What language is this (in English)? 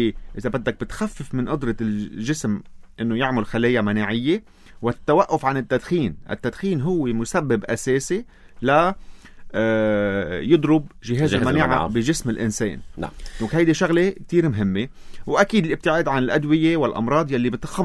North Levantine Arabic